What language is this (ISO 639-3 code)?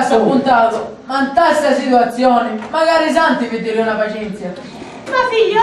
scn